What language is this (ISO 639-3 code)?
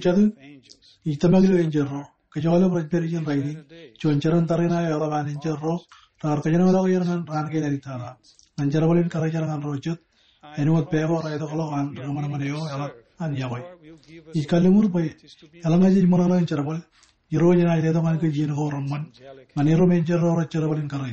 mah